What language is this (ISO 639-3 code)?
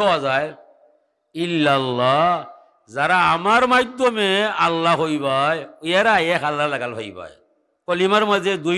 syl